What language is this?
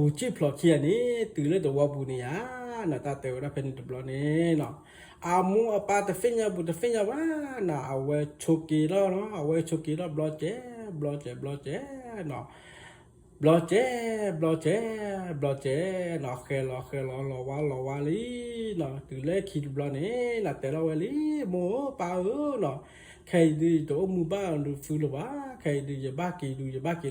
S'gaw Karen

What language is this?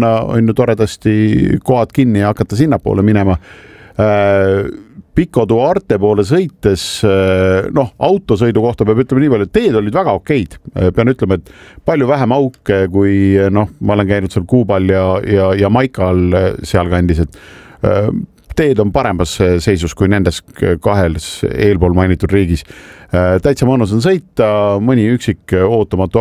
Estonian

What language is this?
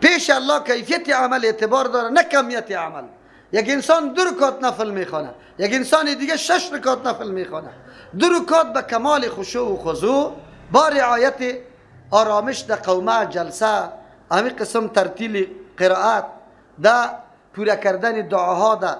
Persian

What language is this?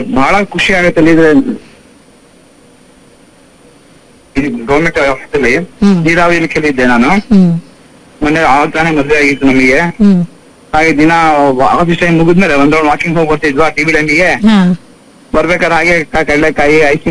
Kannada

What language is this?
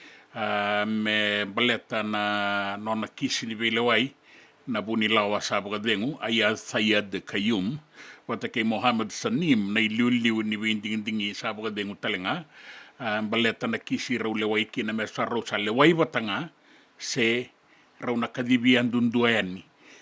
Fijian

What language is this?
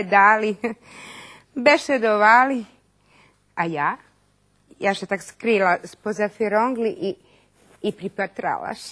Rusyn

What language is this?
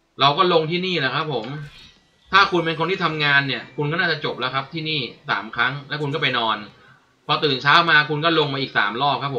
Thai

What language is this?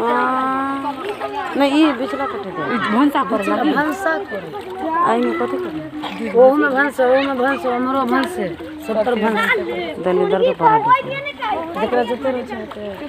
Maithili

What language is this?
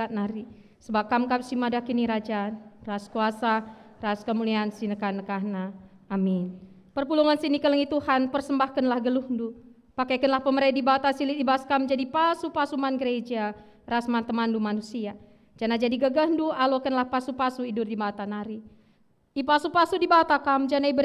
Batak Karo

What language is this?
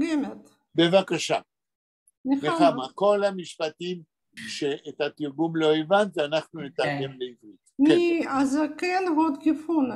Yiddish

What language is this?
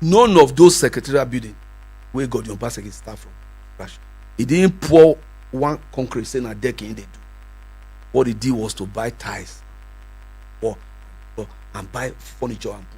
Nigerian Pidgin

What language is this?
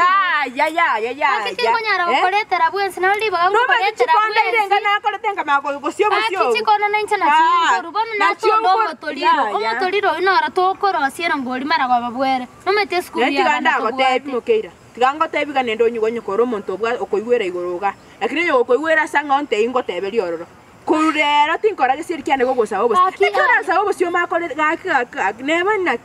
Gusii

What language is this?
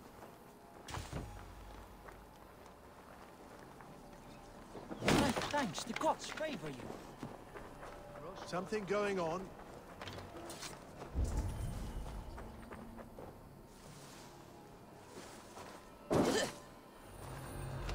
English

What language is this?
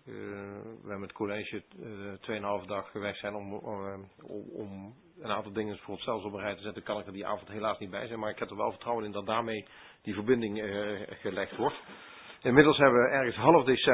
Dutch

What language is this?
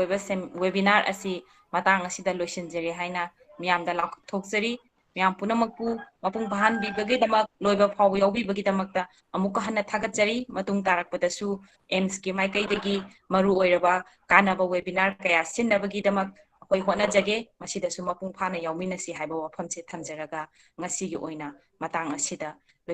Manipuri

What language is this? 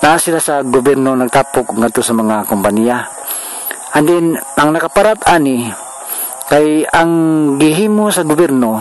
Cebuano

